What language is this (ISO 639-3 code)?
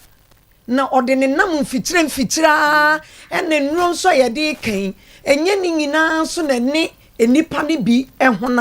aka